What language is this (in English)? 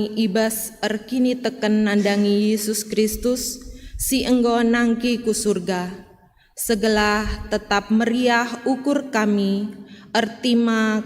Batak Karo